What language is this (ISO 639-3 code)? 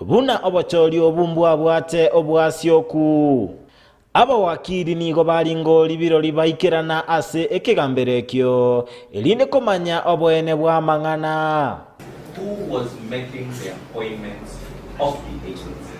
guz